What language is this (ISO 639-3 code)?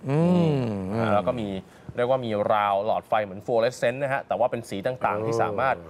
tha